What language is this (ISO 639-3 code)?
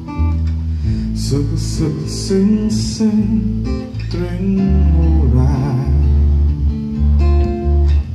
tha